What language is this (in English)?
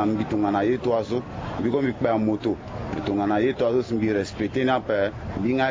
Sango